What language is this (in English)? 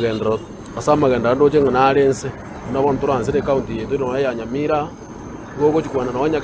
Gusii